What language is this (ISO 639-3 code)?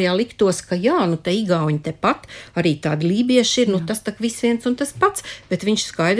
lav